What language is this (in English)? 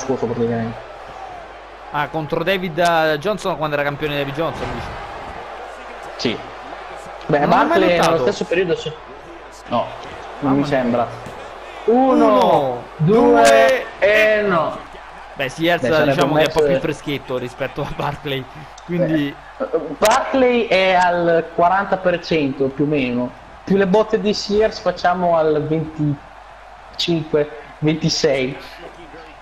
Italian